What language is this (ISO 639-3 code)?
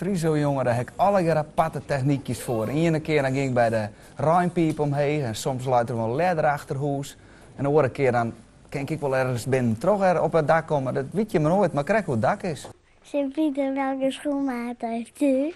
fry